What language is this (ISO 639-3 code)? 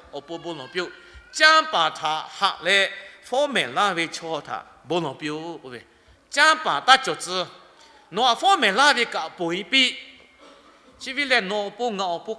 lhu